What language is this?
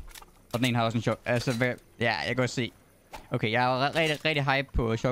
Danish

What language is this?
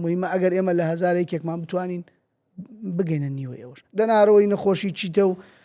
Central Kurdish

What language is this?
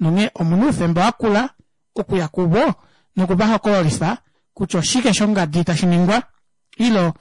Kuanyama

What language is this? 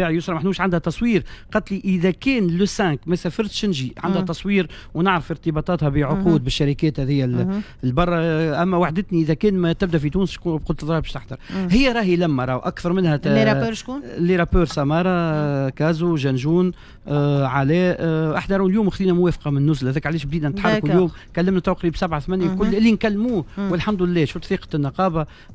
Tunisian Arabic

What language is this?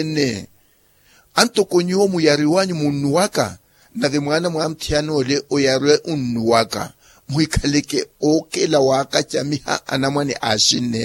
Makhuwa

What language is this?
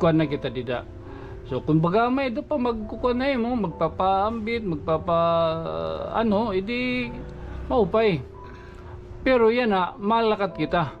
Waray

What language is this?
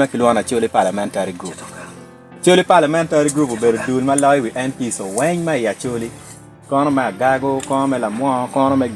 Acoli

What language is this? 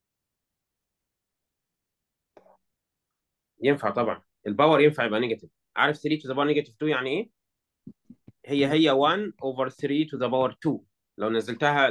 Egyptian Arabic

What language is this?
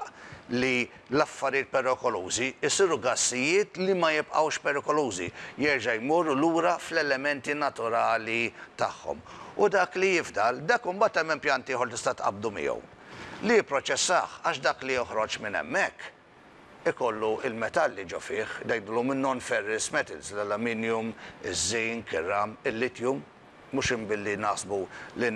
Maltese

